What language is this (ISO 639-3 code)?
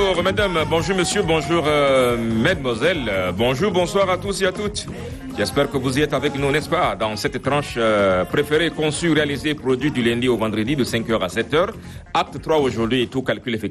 fra